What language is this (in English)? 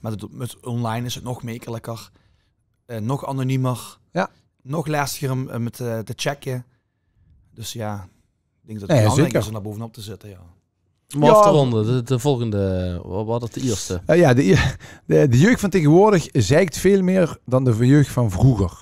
Limburgish